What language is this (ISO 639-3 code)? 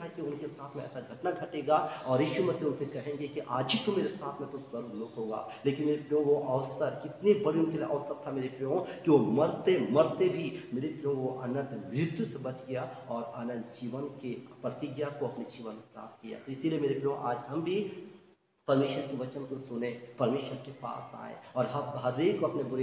hin